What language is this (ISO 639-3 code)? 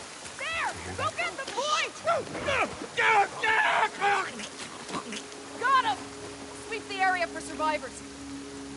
eng